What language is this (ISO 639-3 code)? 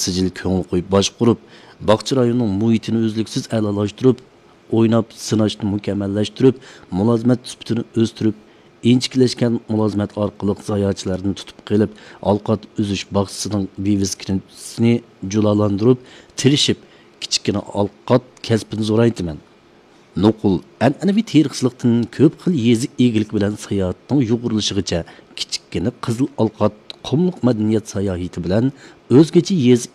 uig